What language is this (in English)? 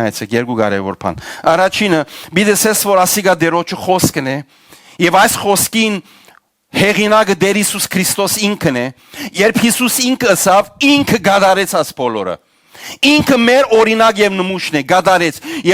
Western Armenian